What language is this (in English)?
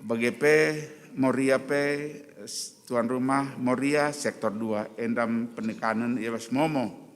Batak Karo